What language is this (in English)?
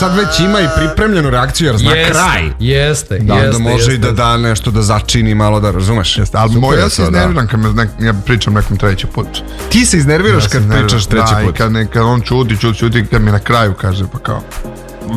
Serbian